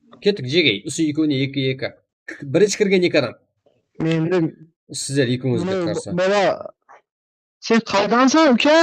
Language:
Kara-Kalpak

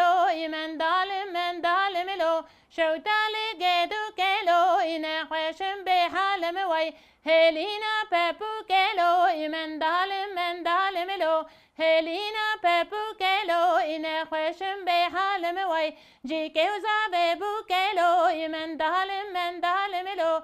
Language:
Kurdish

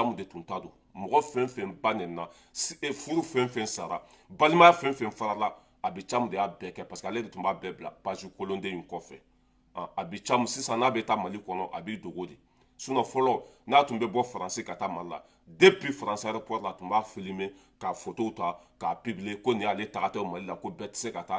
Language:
Bambara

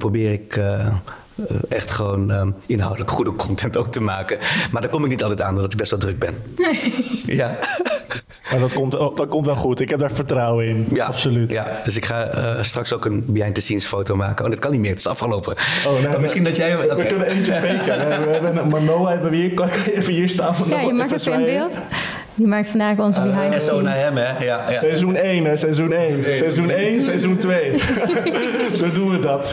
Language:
Dutch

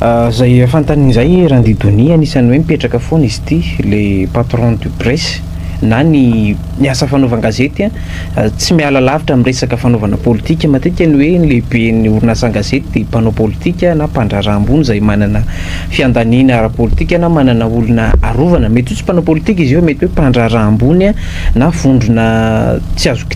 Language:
Malagasy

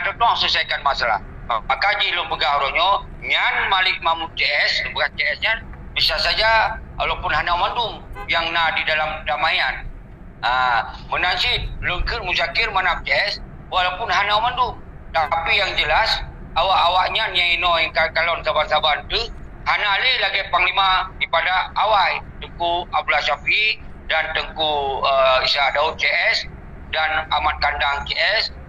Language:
Achinese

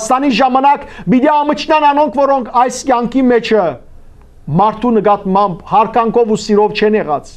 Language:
Western Armenian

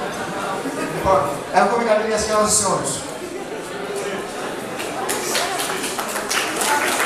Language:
Greek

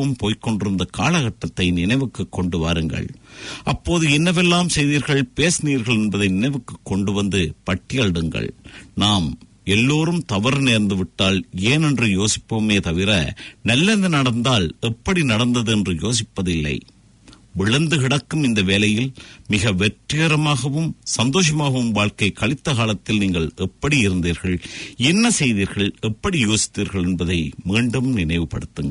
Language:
Tamil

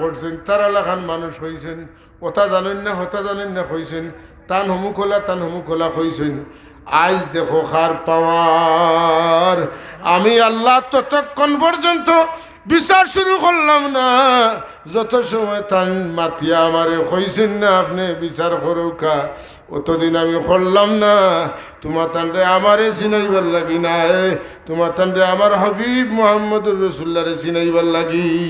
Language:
Sylheti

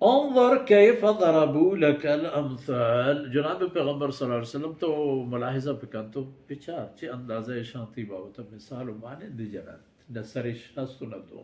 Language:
Baluchi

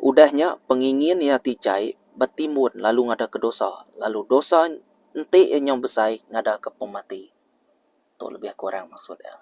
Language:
Iban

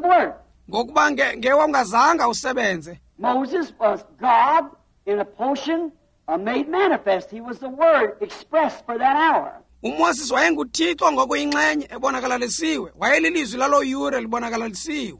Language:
Xhosa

